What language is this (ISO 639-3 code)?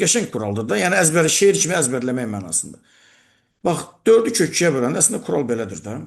aze